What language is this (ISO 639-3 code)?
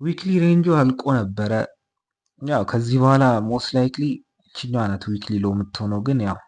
amh